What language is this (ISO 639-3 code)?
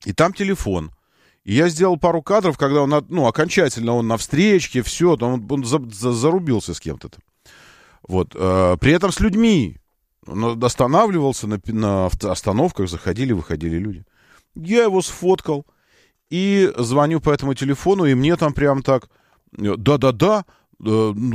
rus